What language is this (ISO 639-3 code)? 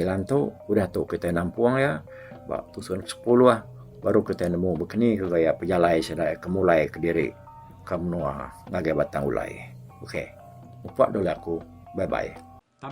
iba